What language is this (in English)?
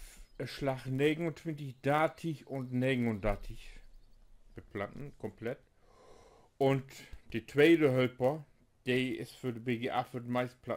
Low German